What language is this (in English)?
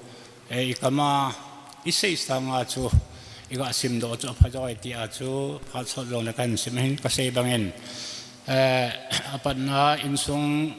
Thado Chin